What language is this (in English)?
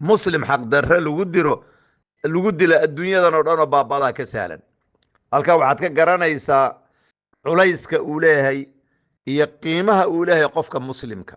Somali